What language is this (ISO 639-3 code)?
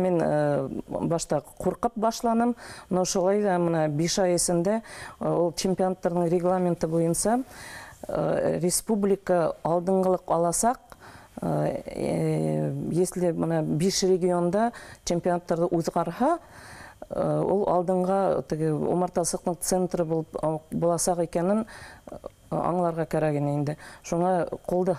bak